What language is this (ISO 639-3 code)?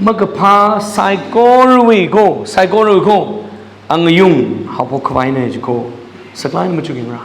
nmf